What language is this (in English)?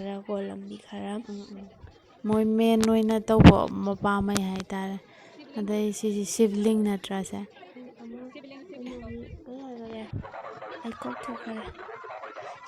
Manipuri